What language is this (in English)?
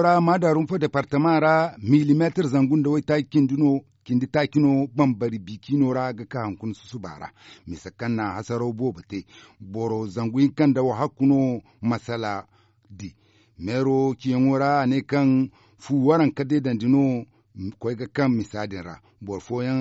Zarma